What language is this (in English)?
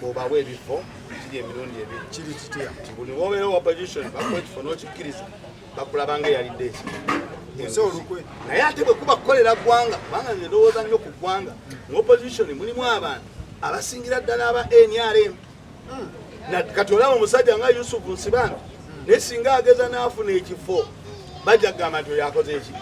Ganda